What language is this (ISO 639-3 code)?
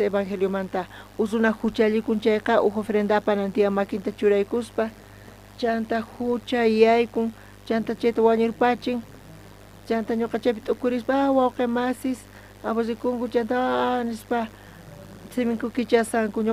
quh